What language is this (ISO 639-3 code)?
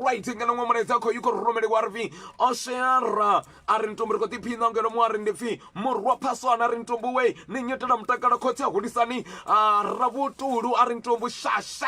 ven